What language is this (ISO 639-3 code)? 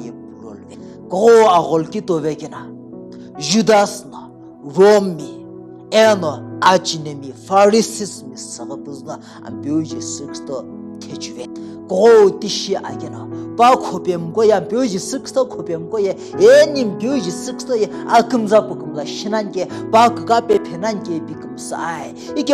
nsm